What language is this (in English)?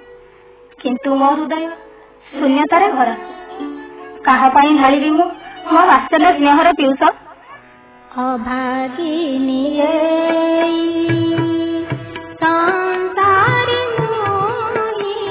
Odia